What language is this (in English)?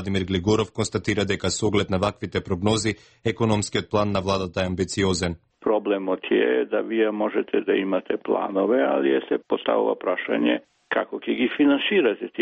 Macedonian